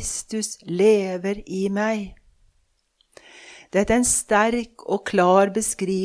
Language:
Norwegian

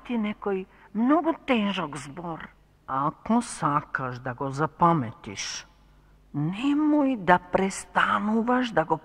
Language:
Macedonian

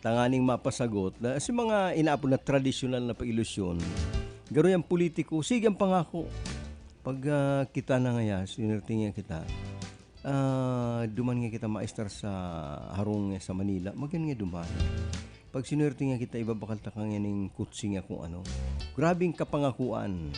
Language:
Bikol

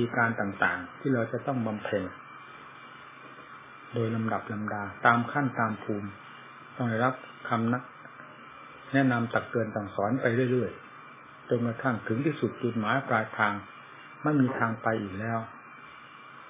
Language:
Thai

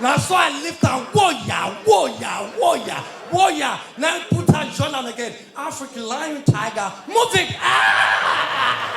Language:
Nigerian Pidgin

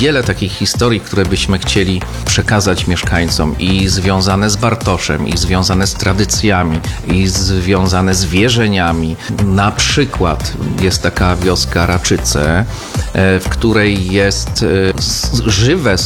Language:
Polish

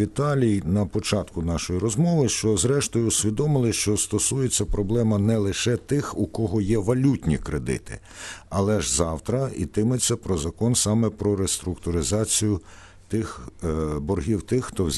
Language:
Ukrainian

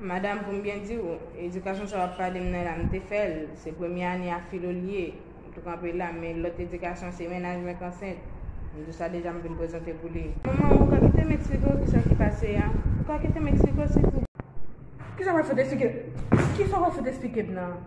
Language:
Haitian Creole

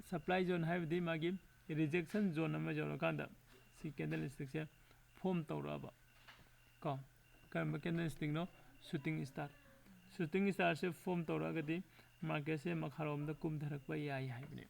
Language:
Manipuri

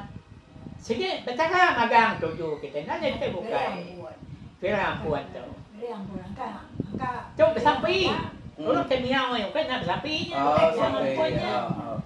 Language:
Iban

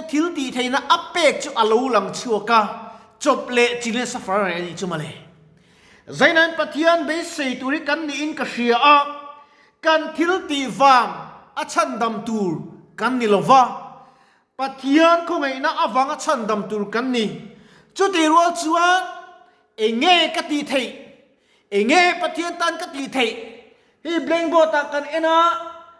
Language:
Mizo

